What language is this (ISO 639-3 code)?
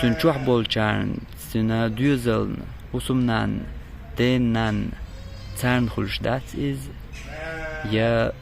che